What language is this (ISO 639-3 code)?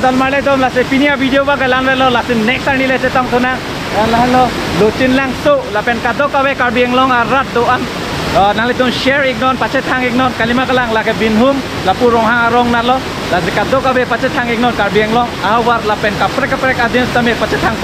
mjw